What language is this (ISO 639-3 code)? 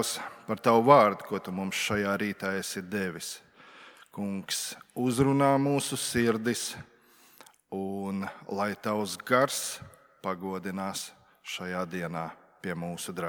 lav